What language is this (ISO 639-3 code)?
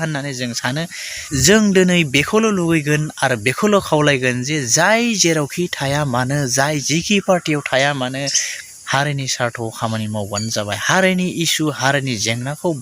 brx